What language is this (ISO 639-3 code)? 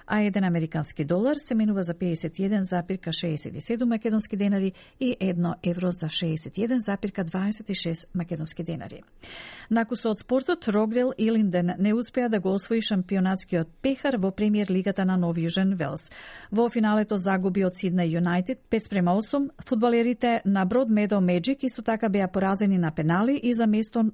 mkd